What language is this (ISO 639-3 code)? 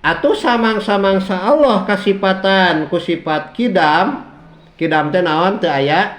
sun